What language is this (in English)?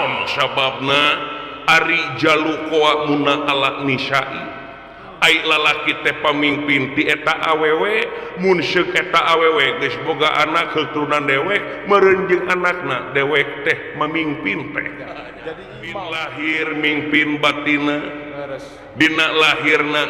Sundanese